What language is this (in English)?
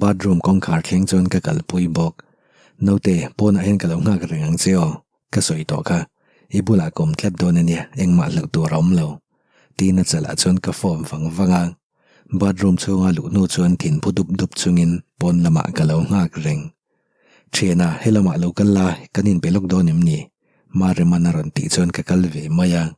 Mizo